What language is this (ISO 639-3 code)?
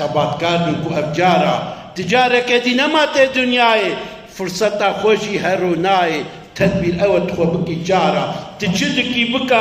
kur